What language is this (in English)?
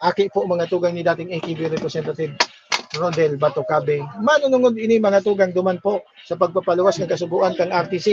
Bikol